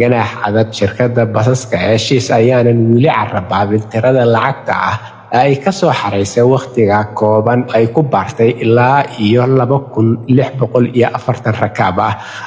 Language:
Somali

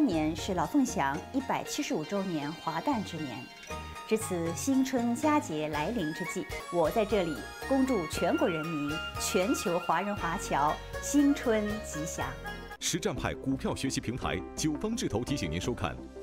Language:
Chinese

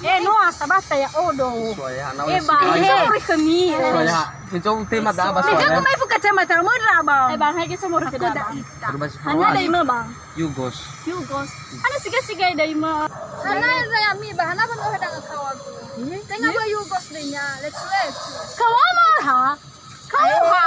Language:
Nias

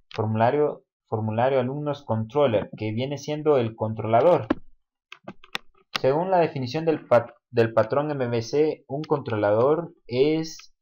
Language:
Spanish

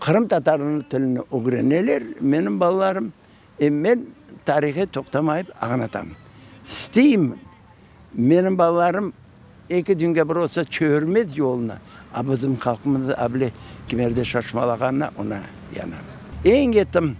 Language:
Crimean Tatar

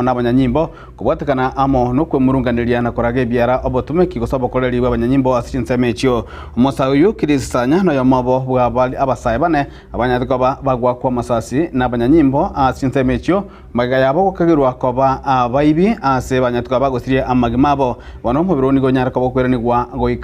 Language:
Gusii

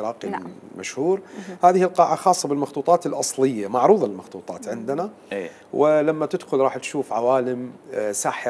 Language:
Mesopotamian Arabic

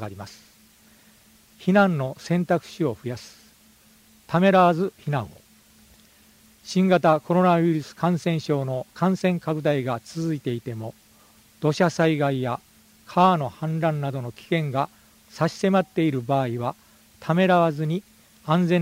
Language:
Japanese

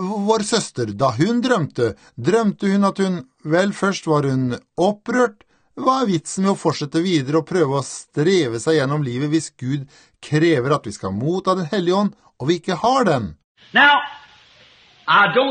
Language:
Norwegian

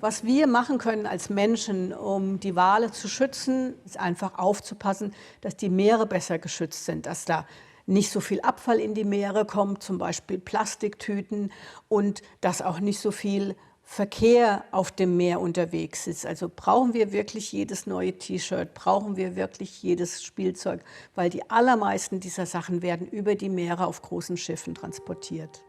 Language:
Swiss German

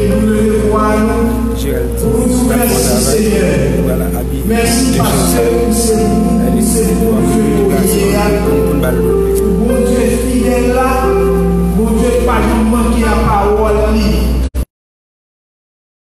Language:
French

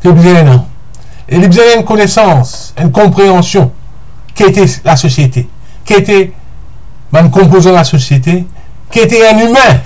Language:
Morisyen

